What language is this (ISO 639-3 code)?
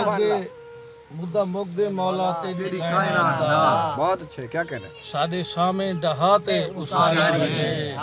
skr